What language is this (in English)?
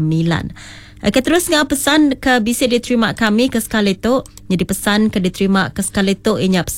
Iban